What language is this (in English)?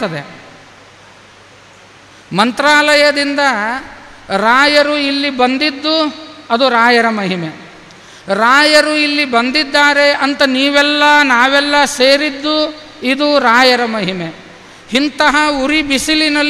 Kannada